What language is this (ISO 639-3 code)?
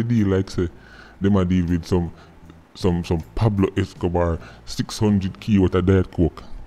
jam